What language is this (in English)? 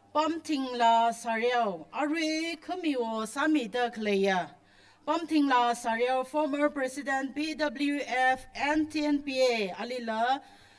Tangkhul Naga (India)